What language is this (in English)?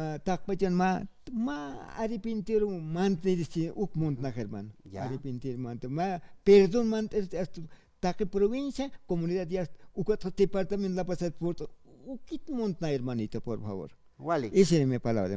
Aymara